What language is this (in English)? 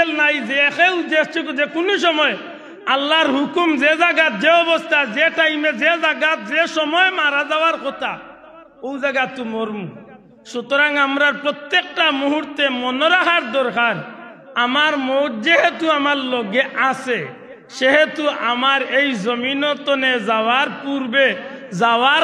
Sylheti